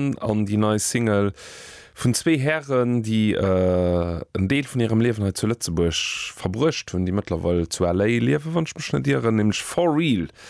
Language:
Luxembourgish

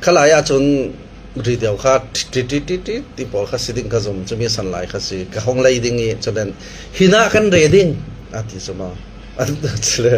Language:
Hakha Chin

